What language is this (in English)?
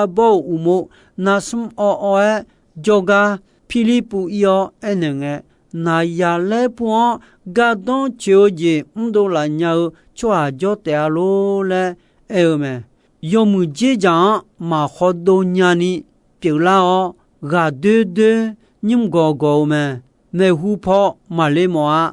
Akha